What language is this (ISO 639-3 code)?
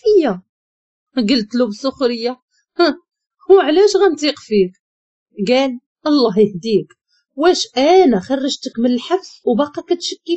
ary